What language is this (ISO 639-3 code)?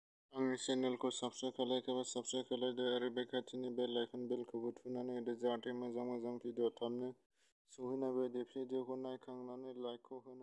brx